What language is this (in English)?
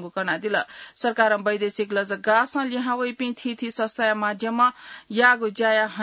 Newari